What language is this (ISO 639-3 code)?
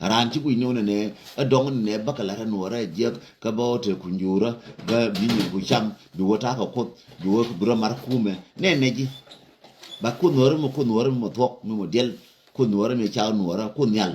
nus